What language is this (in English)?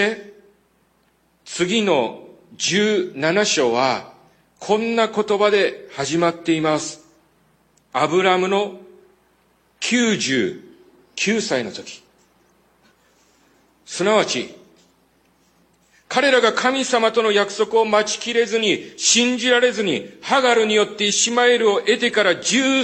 Japanese